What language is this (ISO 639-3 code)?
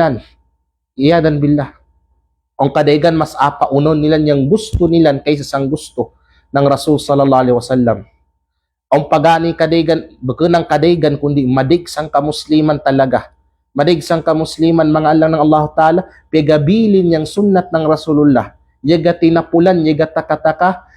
kqe